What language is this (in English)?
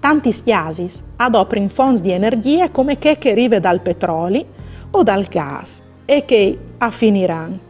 Friulian